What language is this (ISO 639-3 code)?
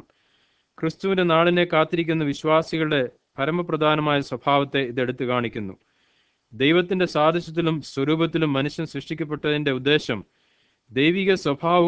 mal